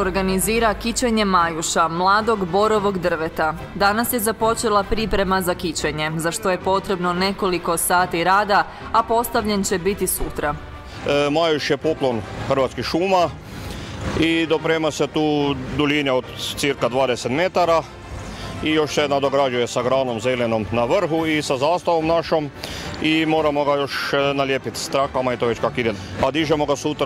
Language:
Croatian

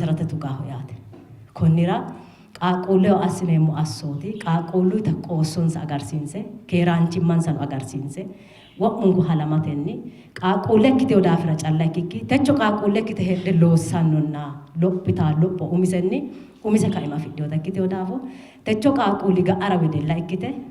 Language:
Sidamo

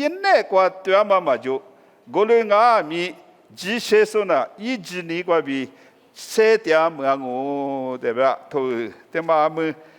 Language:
Lisu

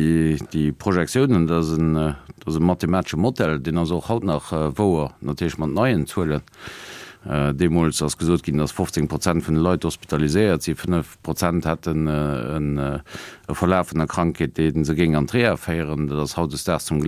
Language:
Luxembourgish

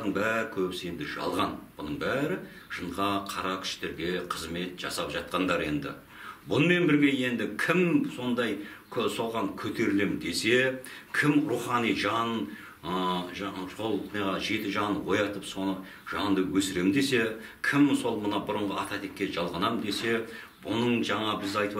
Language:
Kazakh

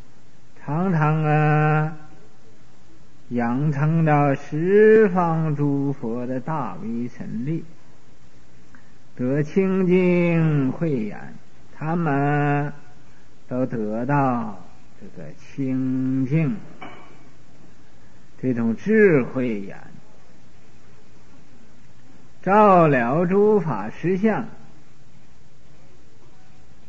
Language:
Chinese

